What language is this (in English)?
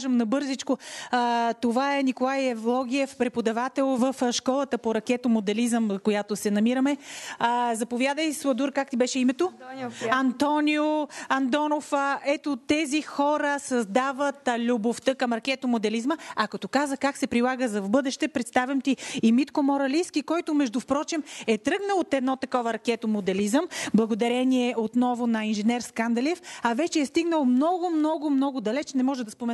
Bulgarian